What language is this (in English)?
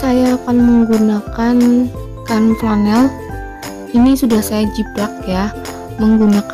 Indonesian